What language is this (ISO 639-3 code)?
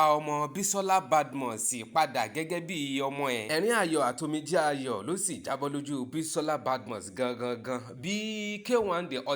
yor